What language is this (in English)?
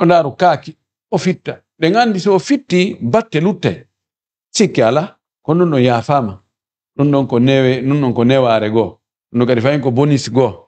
Fula